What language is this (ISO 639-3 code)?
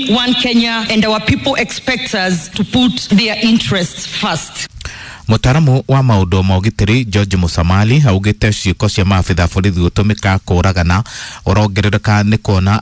kik